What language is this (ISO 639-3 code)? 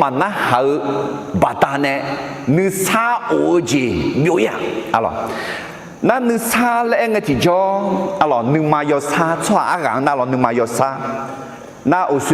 ahk